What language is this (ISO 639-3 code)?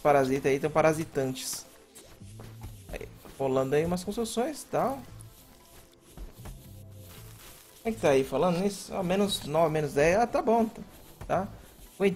por